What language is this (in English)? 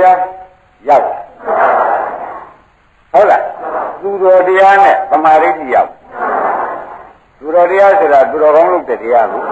Burmese